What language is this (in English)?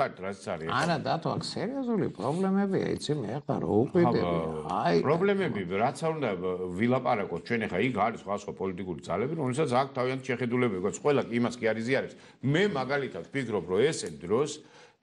Georgian